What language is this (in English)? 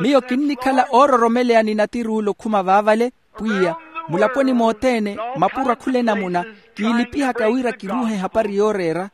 Makhuwa